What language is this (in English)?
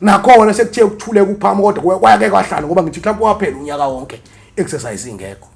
Zulu